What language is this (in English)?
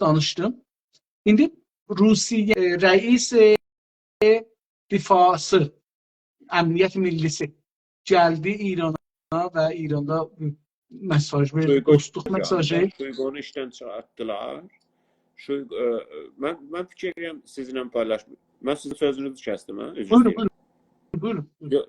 South Azerbaijani